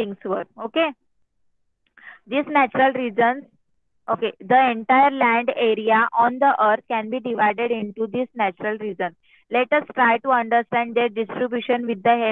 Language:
Marathi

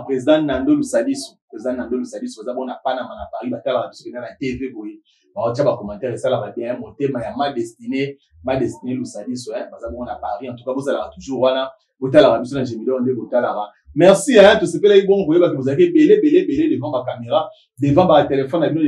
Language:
Lingala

